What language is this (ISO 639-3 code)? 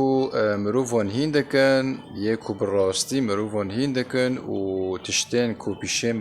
kur